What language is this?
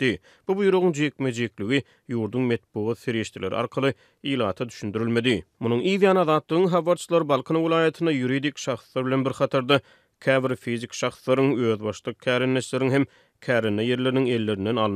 Turkmen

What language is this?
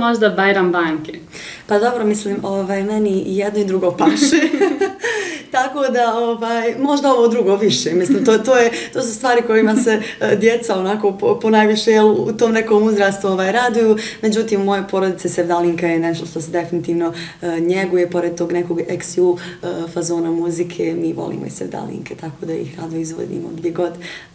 Bosnian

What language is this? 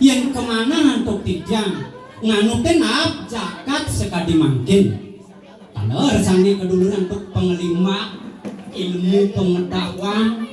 Balinese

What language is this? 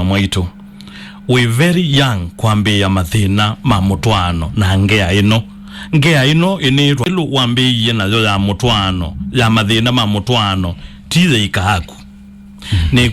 Kamba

